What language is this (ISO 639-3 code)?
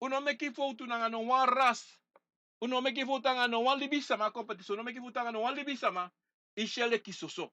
srn